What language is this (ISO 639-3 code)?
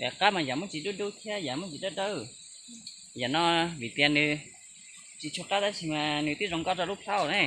hmn